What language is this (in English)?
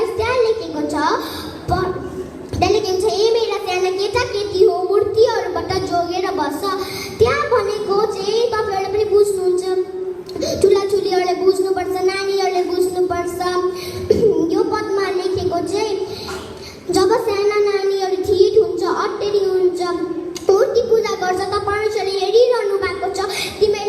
Nepali